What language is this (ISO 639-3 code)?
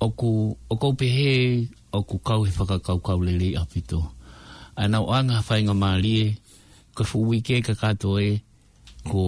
ton